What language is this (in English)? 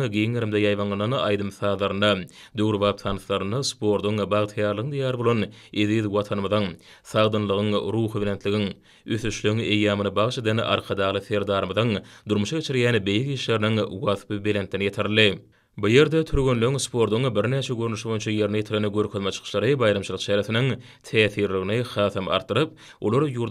Turkmen